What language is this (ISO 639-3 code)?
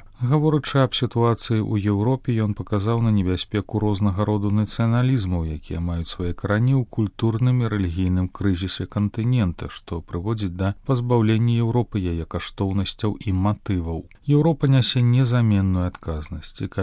bel